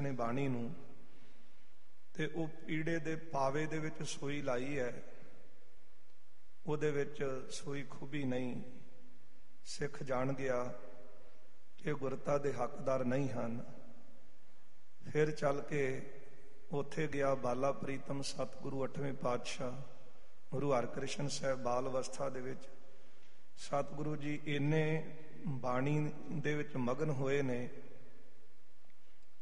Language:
Punjabi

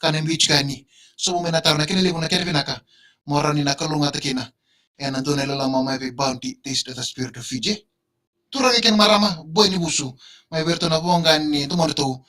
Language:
Fijian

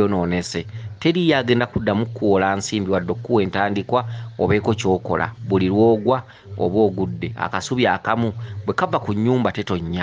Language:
Ganda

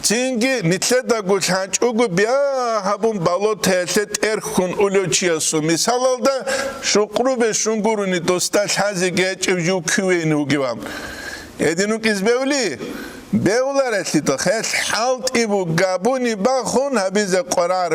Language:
Avaric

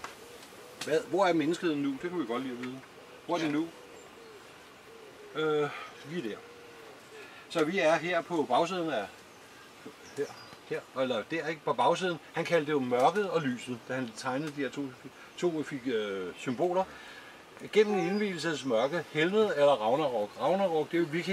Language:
Danish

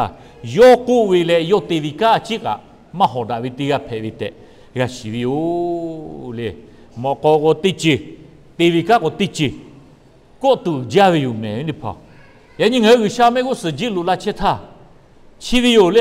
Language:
Lahu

